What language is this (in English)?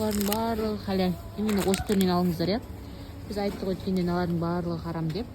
Kazakh